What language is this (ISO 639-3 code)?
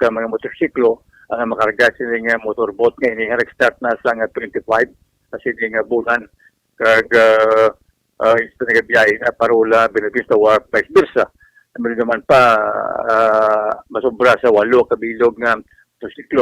hil